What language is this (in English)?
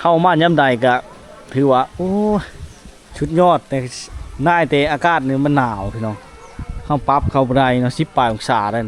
Lao